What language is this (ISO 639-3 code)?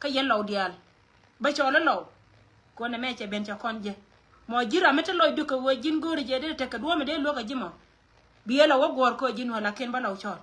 nus